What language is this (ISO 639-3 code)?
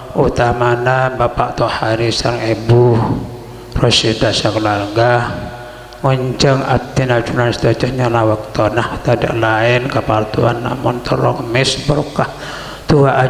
mad